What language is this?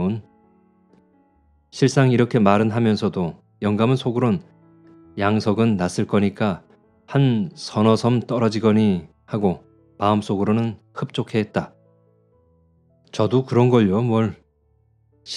Korean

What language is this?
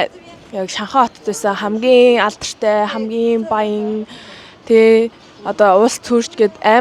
Mongolian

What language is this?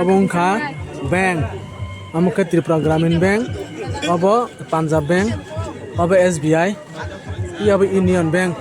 Kok Borok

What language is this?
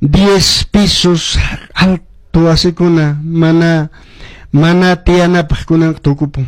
Quechua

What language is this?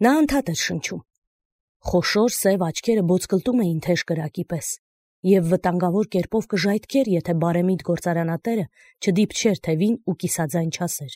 Armenian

